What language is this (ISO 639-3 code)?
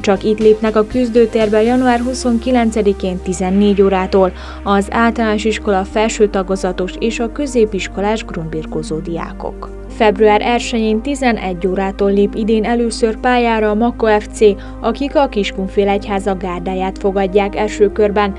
hun